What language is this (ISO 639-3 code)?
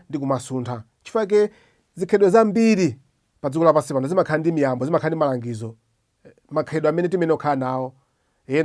nya